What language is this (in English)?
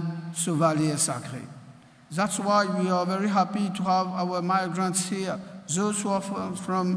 Morisyen